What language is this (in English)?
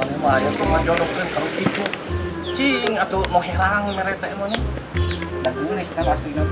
Sundanese